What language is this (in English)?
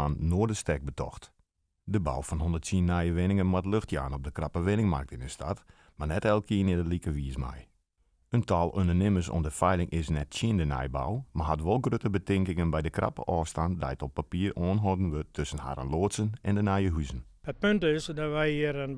Western Frisian